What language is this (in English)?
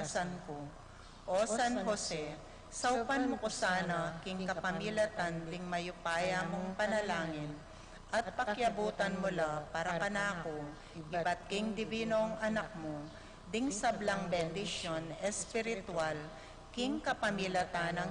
Pampanga